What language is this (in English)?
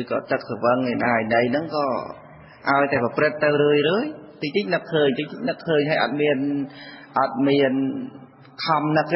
Khmer